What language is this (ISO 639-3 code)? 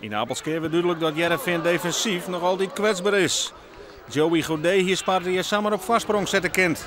fry